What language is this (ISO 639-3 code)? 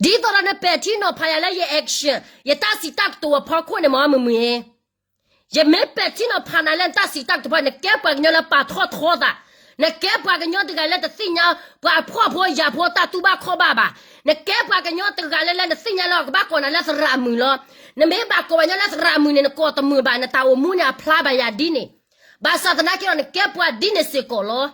ksw